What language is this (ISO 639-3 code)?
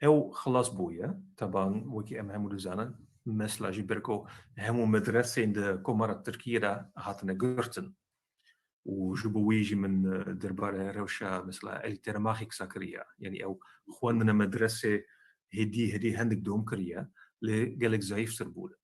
kur